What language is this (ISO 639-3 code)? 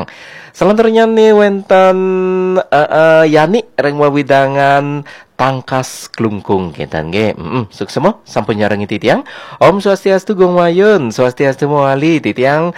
ban